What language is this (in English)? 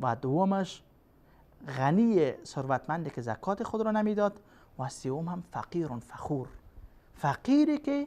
Persian